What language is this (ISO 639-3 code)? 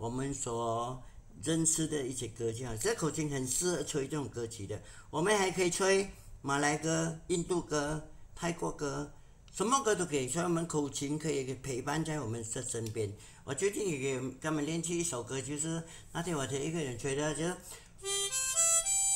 zho